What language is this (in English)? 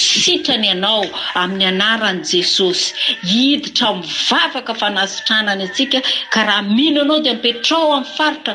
Malagasy